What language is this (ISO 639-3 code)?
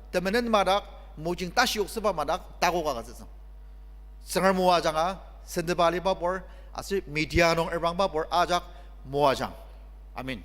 njo